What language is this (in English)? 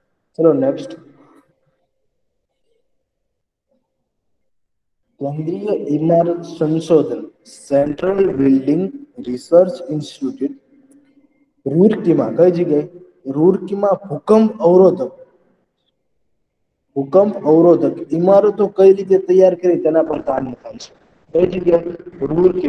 Gujarati